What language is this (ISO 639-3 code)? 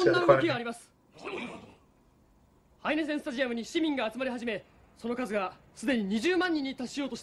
jpn